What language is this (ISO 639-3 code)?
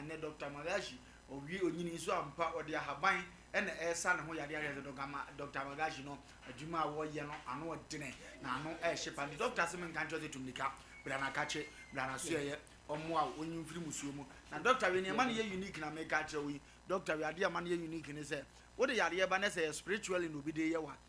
aka